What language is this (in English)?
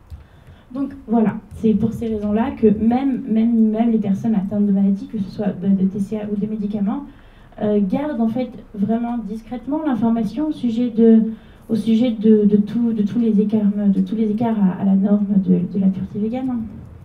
French